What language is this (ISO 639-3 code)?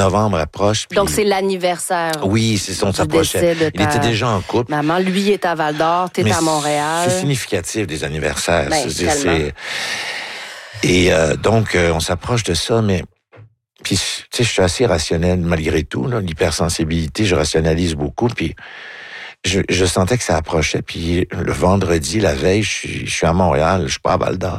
fra